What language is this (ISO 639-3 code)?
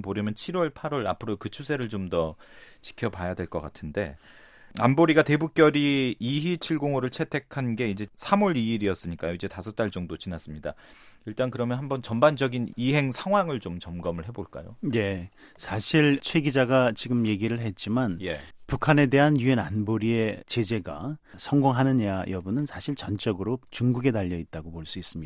kor